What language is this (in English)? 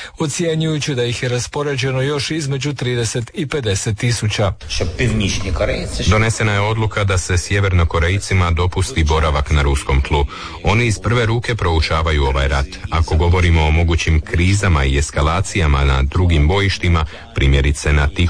Croatian